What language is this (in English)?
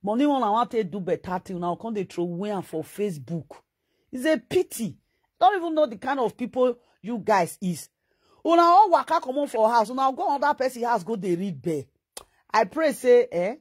Nigerian Pidgin